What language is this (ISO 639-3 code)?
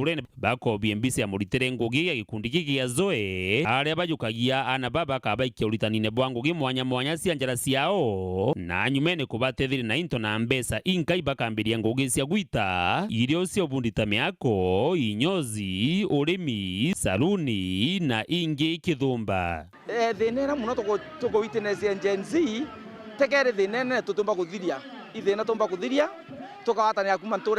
mer